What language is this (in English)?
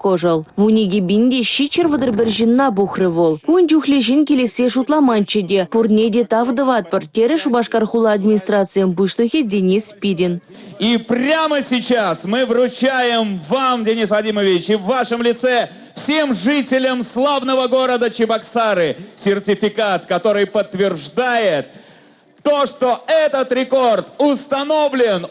Chuvash